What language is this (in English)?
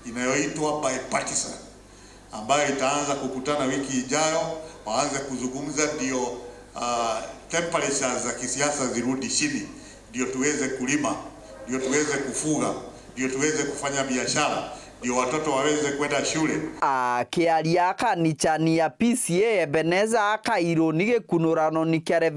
Meru